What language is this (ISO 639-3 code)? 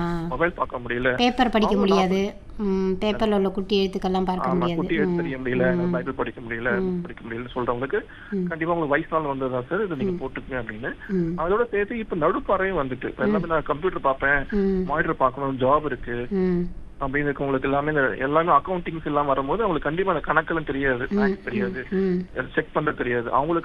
tam